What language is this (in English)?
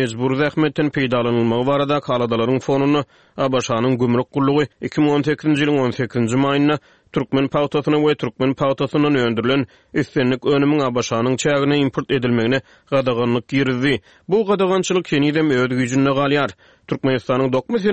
Turkmen